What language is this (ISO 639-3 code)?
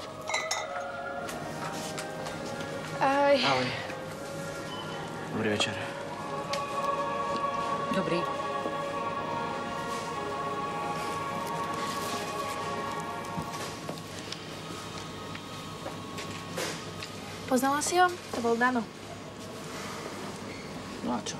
slk